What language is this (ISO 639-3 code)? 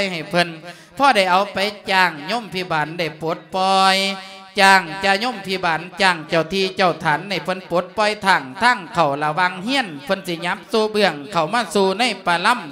lao